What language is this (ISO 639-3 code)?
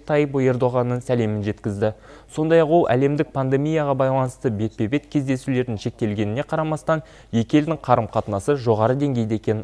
kaz